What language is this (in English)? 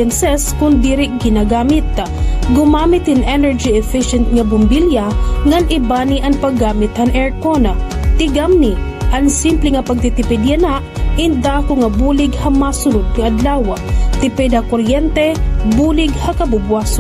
Waray